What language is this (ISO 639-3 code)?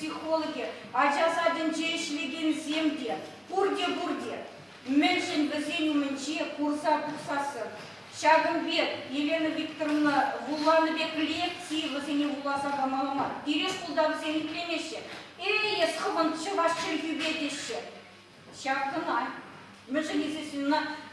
chv